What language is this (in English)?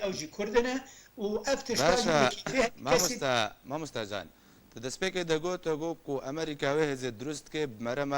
Kurdish